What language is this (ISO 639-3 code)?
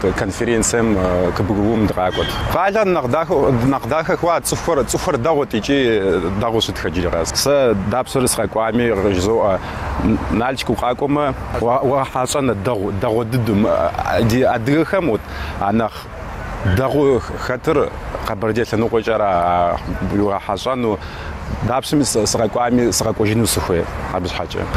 kbd